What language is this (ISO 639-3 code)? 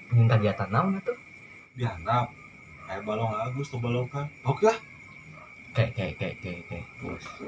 sun